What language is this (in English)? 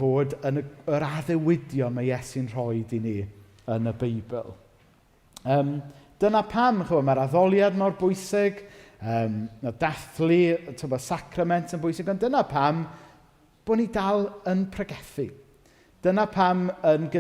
Welsh